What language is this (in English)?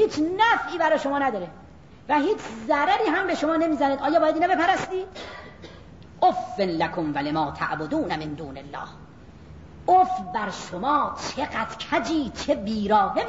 Persian